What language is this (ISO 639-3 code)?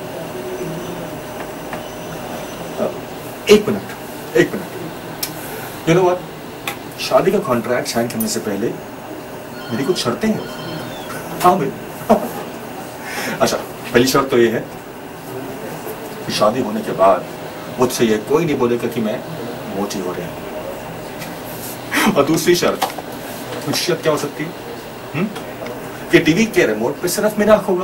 hin